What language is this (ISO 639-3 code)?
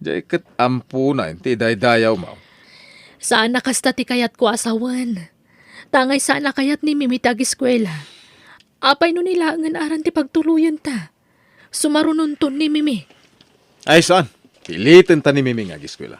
ilo